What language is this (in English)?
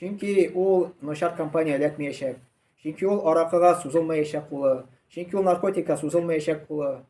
Tatar